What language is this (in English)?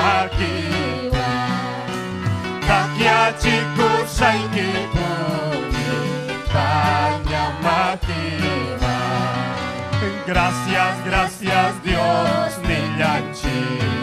Ayacucho Quechua